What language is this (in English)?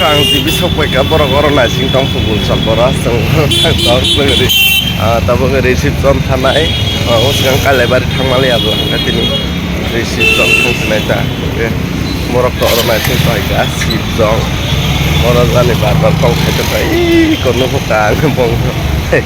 Kok Borok